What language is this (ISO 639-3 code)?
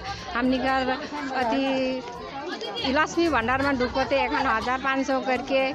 sck